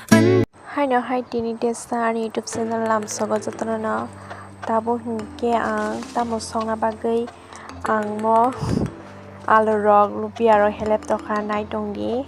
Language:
Kok Borok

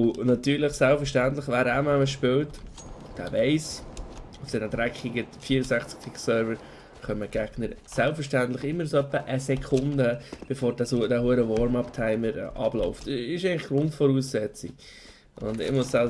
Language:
Swiss German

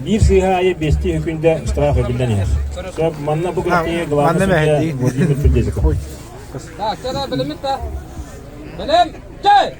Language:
Yakut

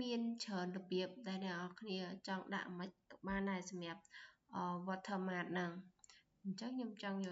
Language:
Khmer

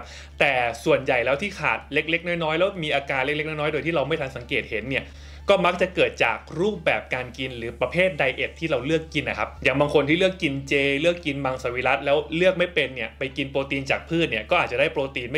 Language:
Thai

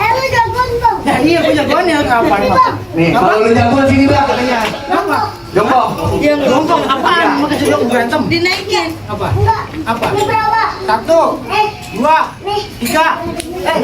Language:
Betawi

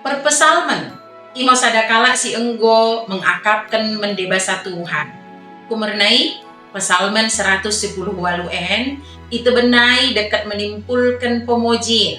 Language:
Batak Dairi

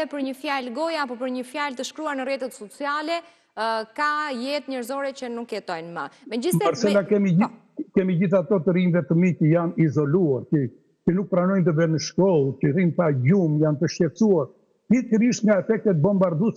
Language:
Albanian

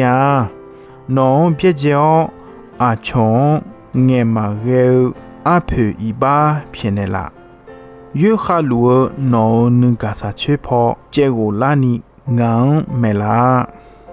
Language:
Akha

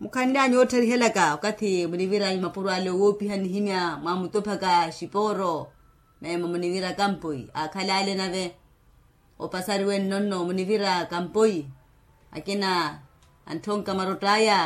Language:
Makhuwa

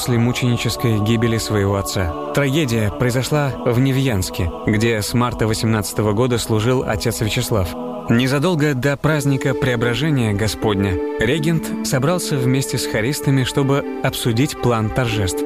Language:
Russian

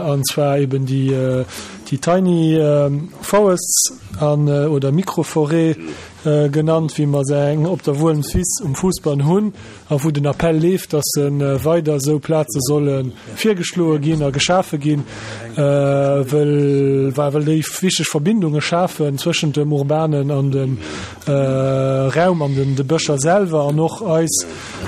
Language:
Luxembourgish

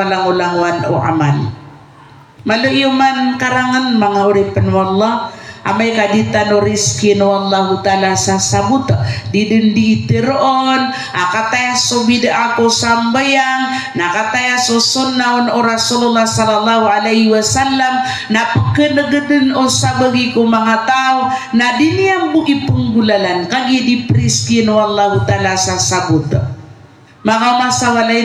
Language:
Maranao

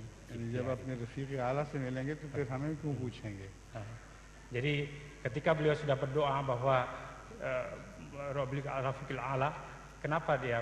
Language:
Indonesian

